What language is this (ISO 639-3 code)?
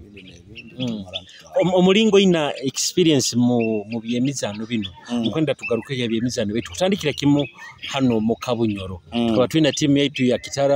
nyo